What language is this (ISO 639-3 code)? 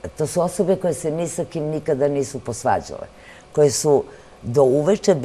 srp